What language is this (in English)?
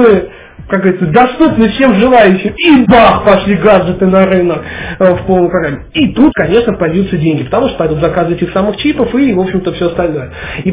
Russian